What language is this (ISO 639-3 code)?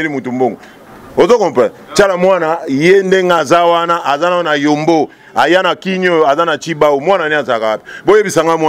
lin